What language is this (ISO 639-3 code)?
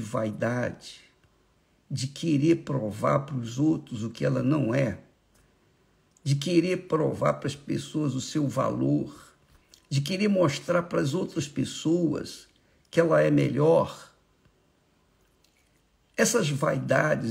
por